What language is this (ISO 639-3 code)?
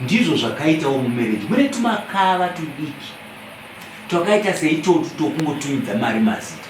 sna